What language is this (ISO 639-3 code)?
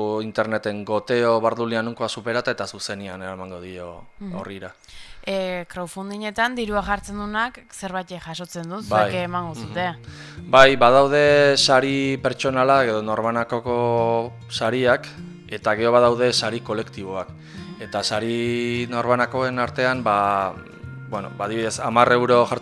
eus